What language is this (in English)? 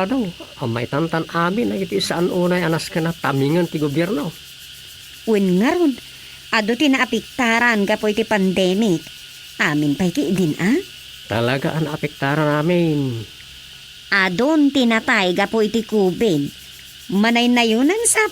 Iloko